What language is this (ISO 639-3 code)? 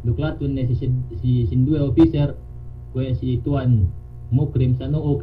yka